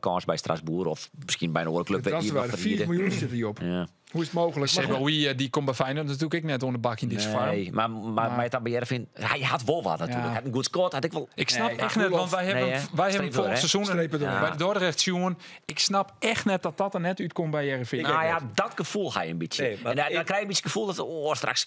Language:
Western Frisian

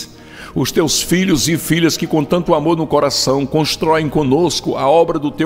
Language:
Portuguese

